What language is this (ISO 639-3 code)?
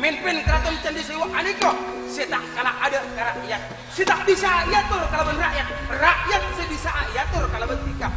mad